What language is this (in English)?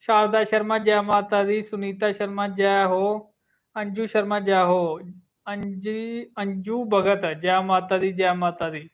Dogri